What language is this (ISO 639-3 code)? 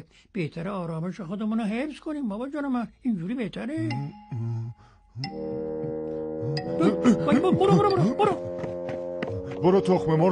fas